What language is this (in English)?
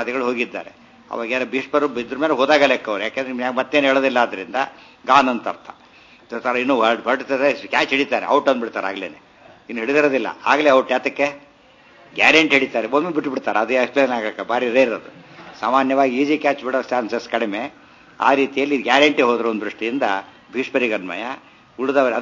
Kannada